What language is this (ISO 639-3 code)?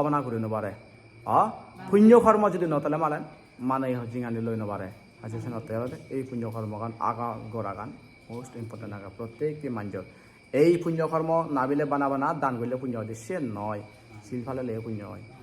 ccp